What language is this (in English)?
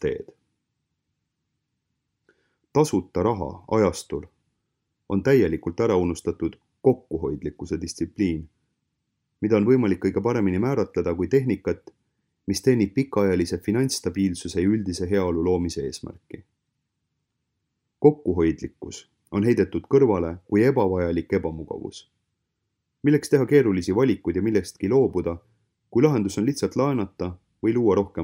Estonian